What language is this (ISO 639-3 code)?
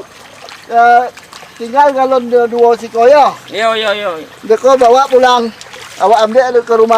min